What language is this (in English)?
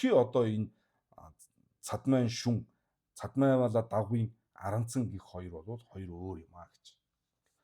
Mongolian